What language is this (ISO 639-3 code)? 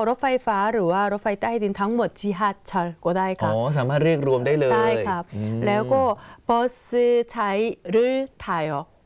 tha